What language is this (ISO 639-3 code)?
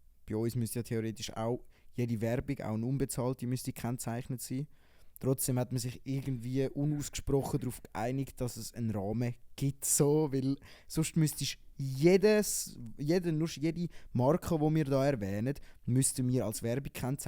gsw